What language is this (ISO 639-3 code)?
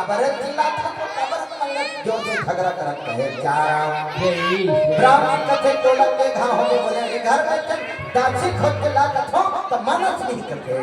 hne